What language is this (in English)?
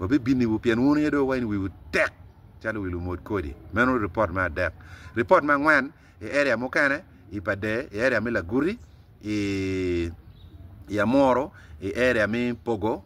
Acoli